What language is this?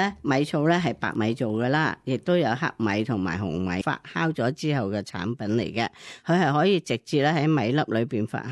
Cantonese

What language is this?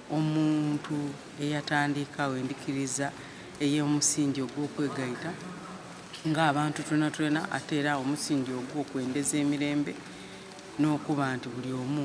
Soga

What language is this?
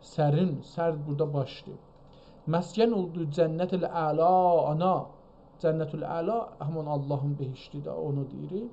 South Azerbaijani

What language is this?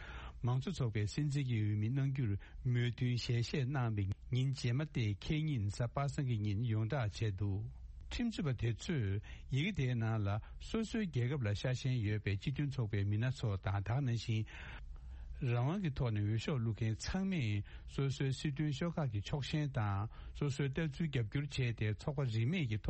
Tibetan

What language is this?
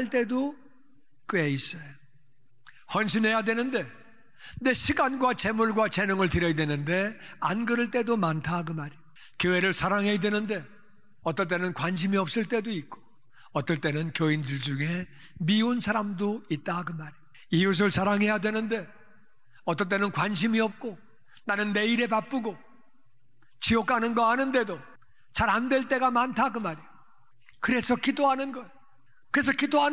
Korean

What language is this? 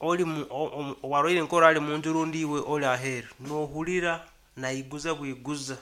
Nyankole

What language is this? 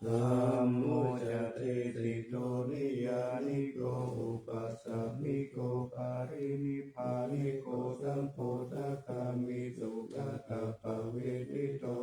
Pali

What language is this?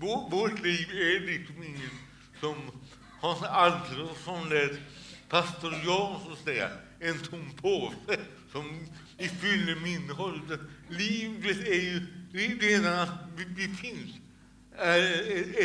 Swedish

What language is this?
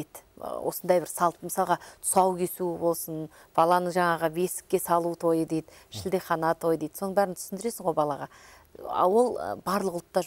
Kazakh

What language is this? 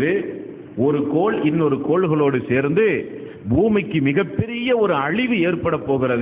Tamil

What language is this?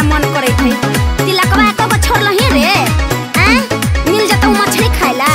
Bhojpuri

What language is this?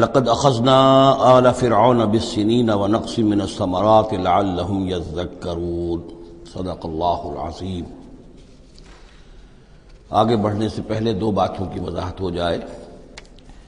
Urdu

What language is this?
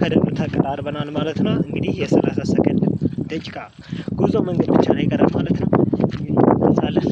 Amharic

